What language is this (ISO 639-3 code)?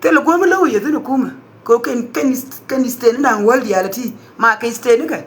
nus